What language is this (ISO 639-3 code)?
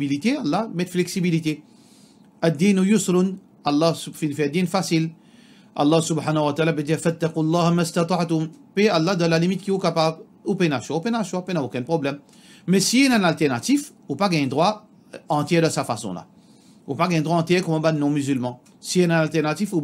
mfe